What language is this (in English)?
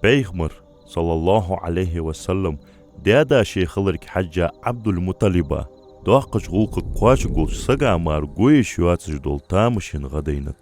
Ingush